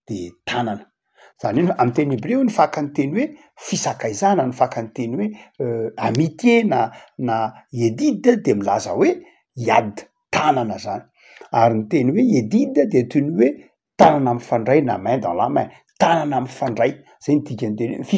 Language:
Malagasy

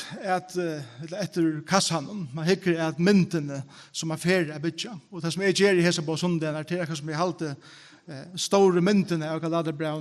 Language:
Faroese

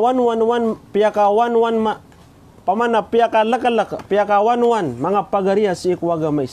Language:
Maranao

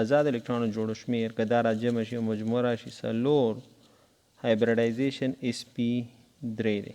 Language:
Pashto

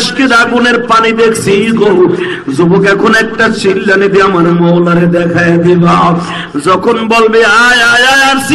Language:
Bangla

